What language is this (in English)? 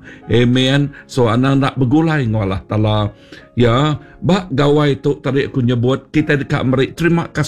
Iban